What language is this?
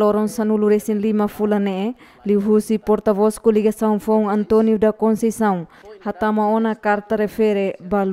Tetum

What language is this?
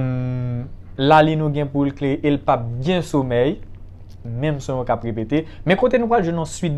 Haitian Creole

